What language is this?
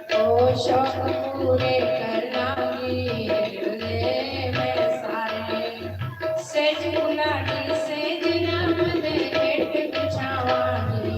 Dogri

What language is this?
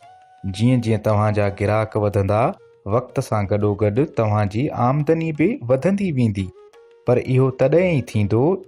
Sindhi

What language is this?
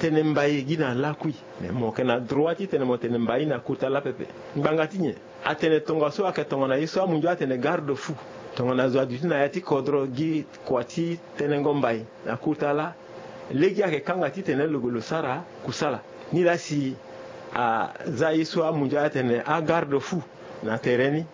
Sango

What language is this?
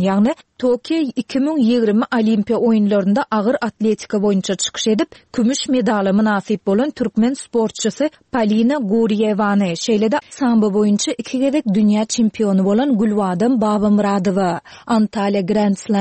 Turkmen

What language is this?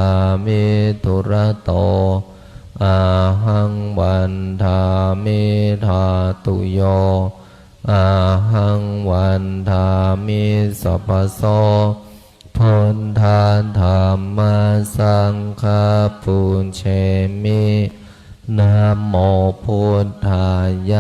Pali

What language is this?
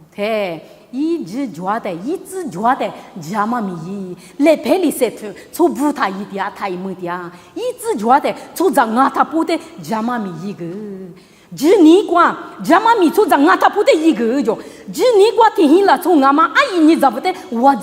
Lisu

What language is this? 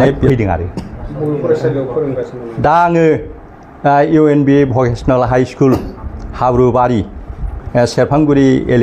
Bodo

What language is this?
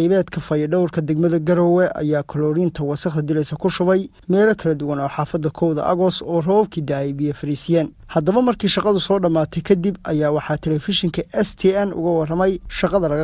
Somali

